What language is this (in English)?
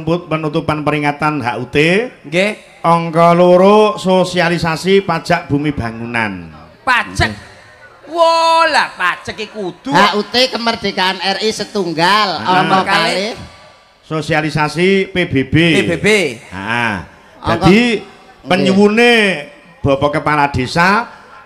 Javanese